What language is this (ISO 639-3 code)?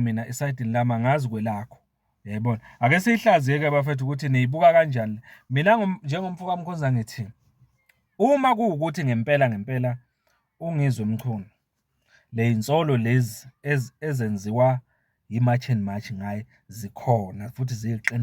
zul